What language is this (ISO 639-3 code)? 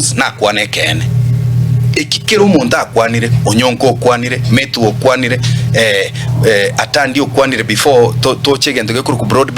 guz